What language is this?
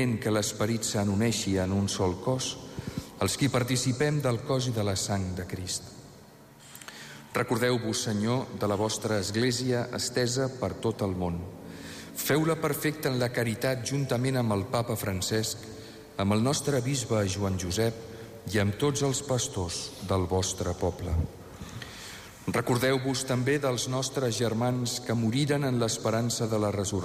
Catalan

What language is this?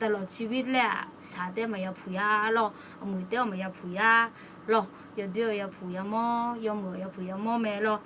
Akha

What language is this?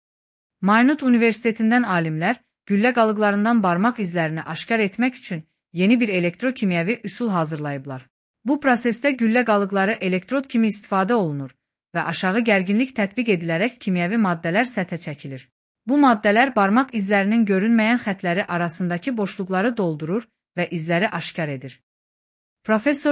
Azerbaijani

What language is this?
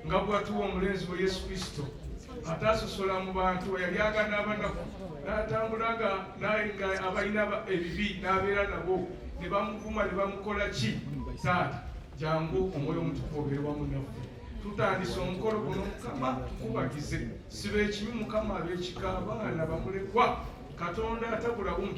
Ganda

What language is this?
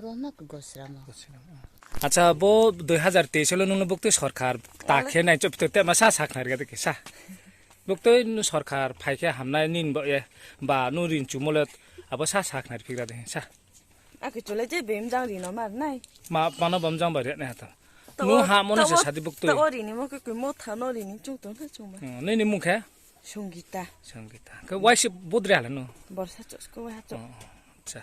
Riang (India)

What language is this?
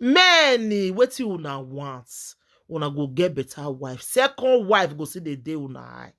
Nigerian Pidgin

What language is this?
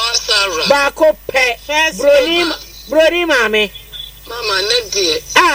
Akan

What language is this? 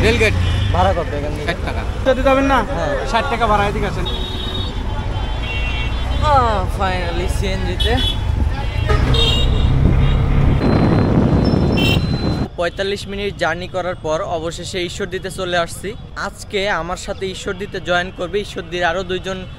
Bangla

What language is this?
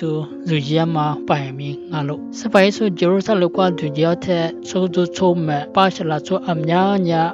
Lisu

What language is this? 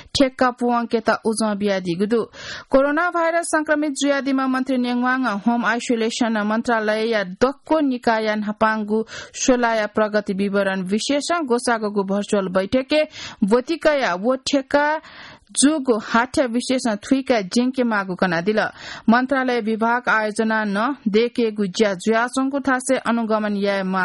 Newari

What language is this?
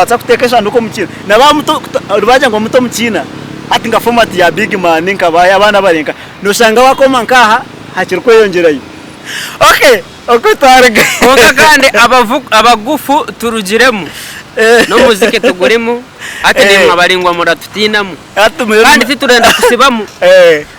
Nyankole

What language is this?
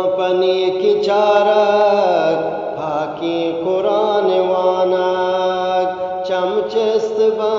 Eastern Balochi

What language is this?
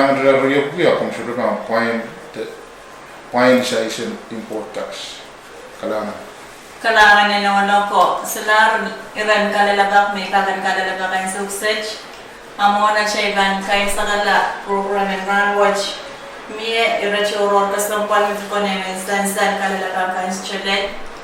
Pohnpeian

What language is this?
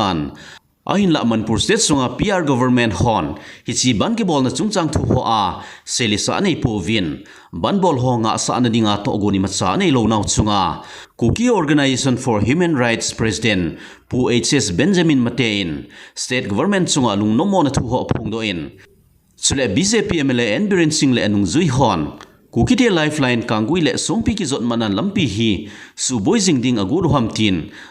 Thado Chin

